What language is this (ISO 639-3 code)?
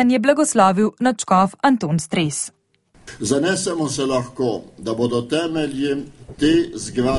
slv